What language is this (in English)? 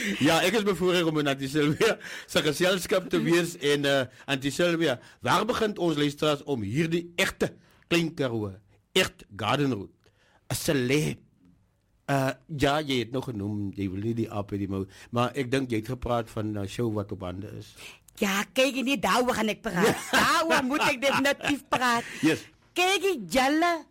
Afrikaans